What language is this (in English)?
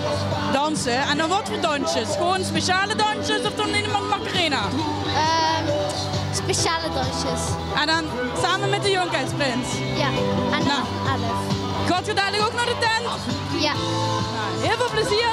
Limburgish